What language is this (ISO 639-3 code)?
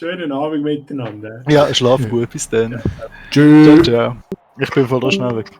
gsw